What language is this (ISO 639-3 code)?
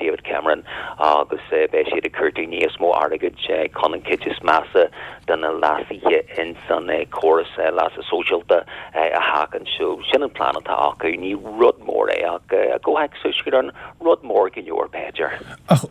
gle